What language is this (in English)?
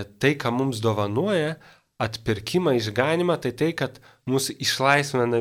Lithuanian